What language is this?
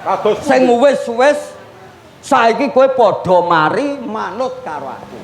Javanese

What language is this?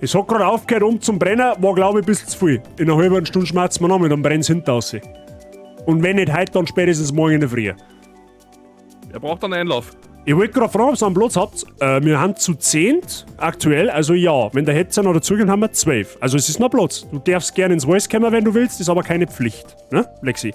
Bavarian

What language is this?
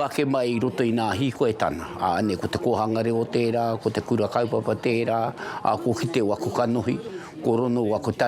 Māori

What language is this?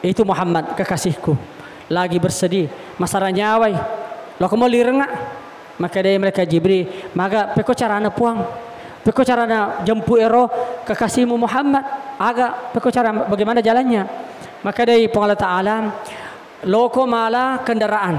Buginese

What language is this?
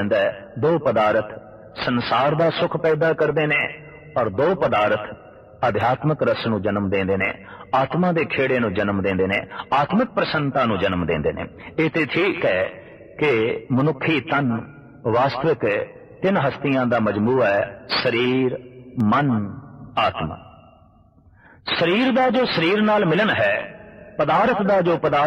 Punjabi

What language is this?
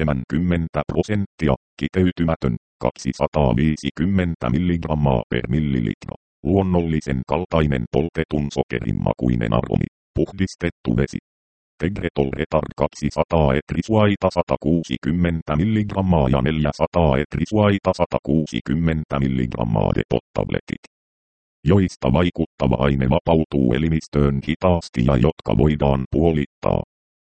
Finnish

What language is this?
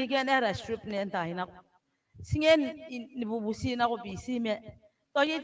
Gilbertese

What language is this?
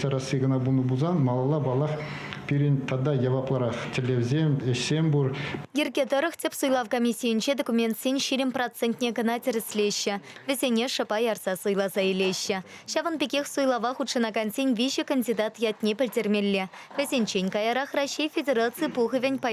Chuvash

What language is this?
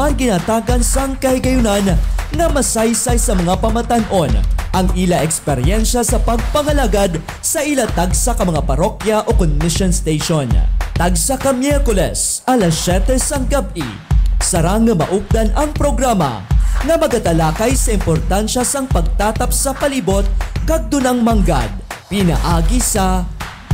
Hiligaynon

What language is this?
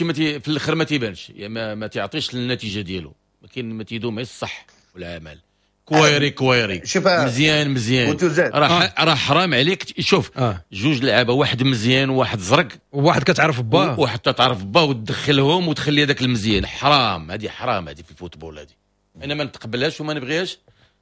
Moroccan Arabic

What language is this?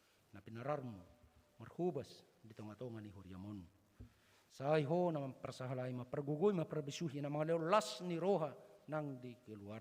Batak Toba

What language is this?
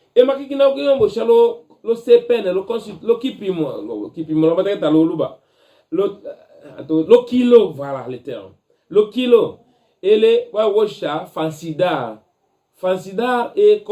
Tetela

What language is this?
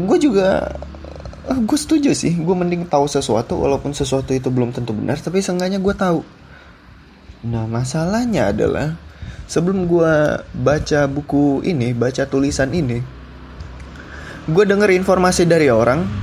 Indonesian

